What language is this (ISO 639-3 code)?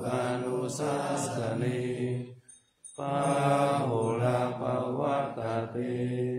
pli